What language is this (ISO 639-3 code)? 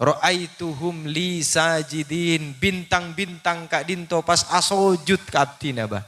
mad